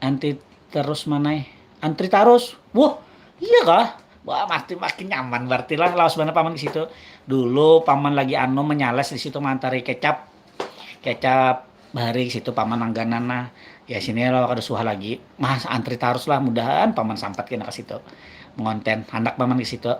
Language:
Banjar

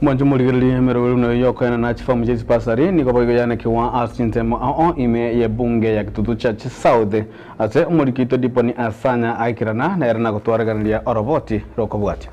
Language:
Gusii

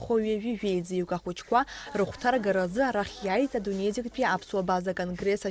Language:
Abkhazian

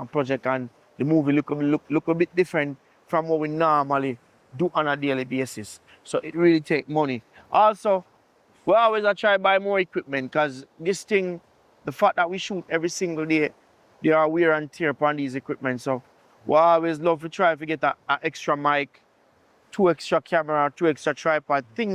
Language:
Jamaican Creole English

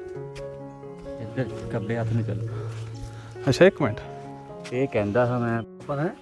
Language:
Punjabi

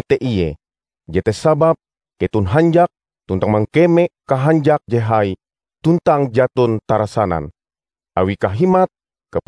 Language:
Ngaju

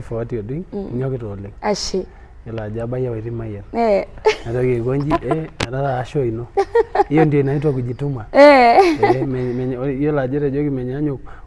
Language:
Masai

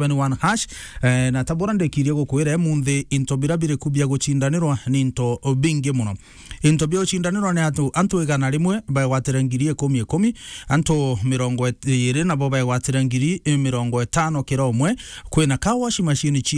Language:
Meru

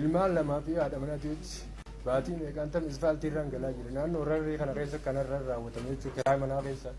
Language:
Oromo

